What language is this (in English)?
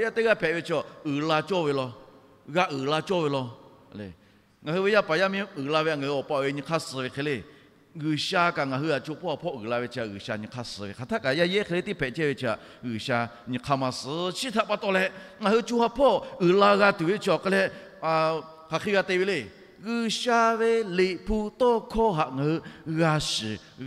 Lahu